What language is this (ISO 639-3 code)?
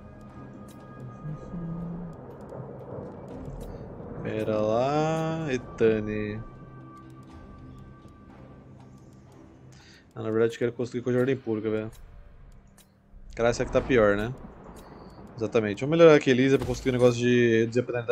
por